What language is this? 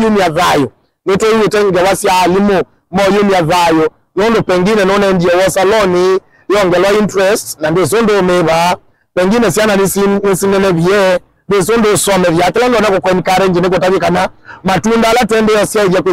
Kamba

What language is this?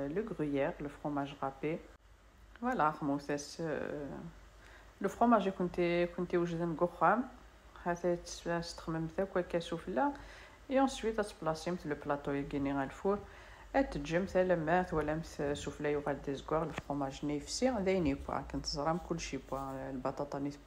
Kabyle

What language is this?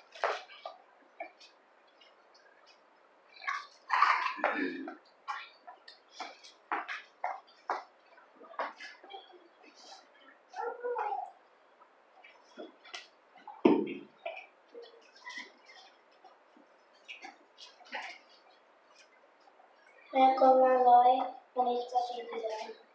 Indonesian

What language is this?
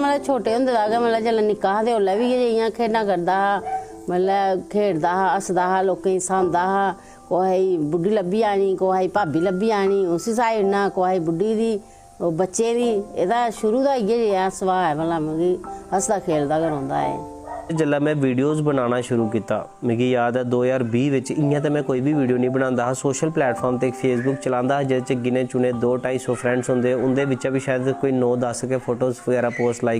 Dogri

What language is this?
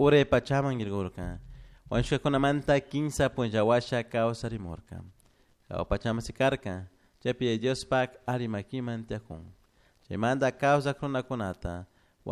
Chimborazo Highland Quichua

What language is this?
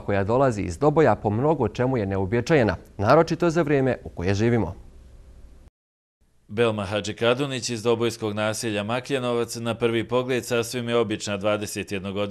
Bosnian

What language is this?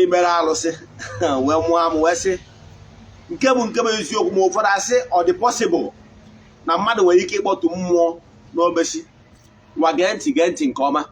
Igbo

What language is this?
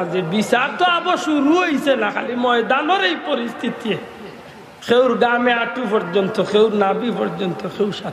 Sylheti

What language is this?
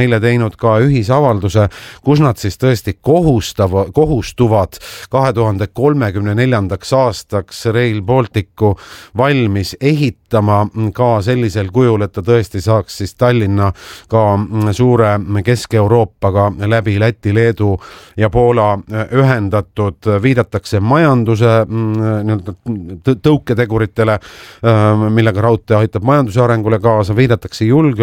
Estonian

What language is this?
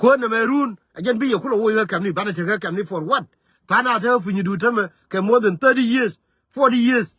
Nuer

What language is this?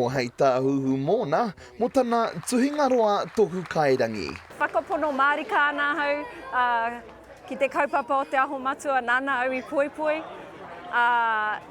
Māori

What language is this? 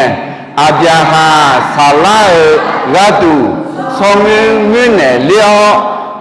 Akha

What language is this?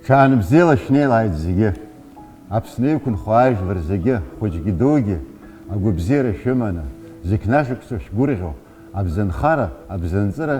Abkhazian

